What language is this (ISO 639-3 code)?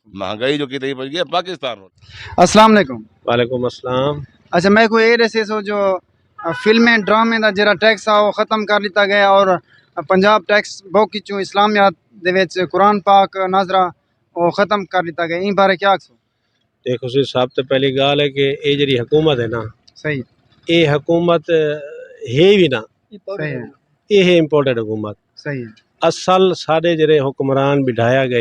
skr